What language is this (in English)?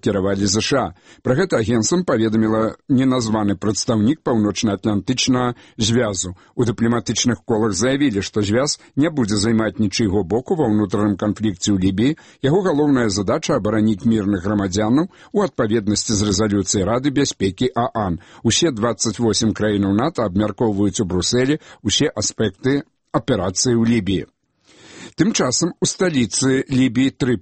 Belarusian